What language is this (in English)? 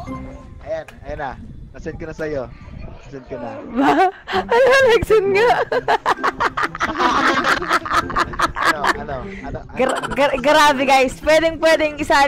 Filipino